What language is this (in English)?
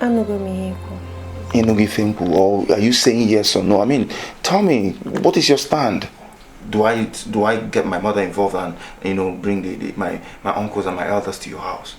Igbo